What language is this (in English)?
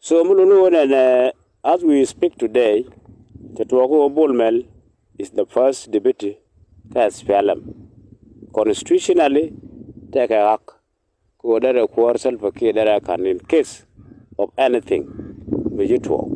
Nuer